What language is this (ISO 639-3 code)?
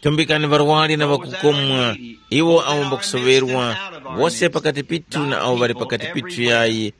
tum